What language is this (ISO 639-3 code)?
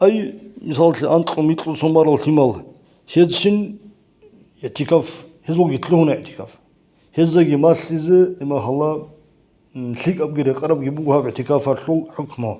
ava